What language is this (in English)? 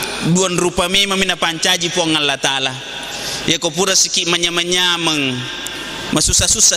Buginese